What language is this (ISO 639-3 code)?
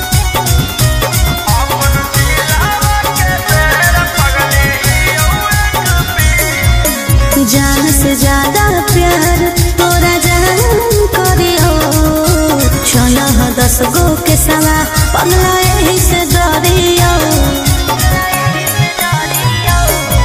bho